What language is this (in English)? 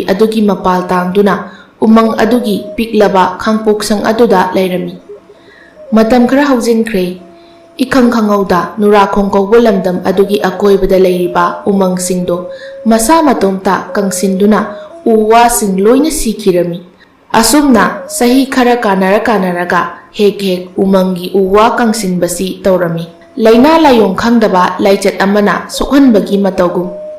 Manipuri